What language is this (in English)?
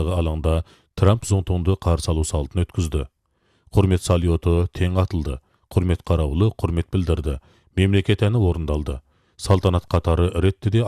Kazakh